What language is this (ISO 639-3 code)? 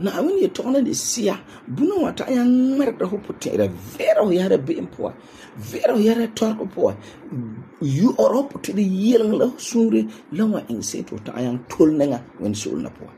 gur